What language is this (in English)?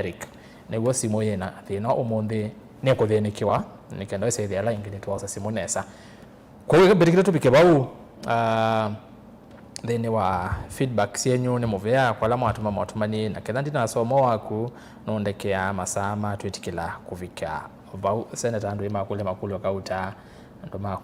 Kamba